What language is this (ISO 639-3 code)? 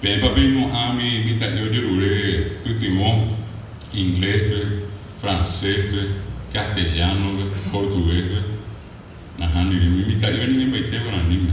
grn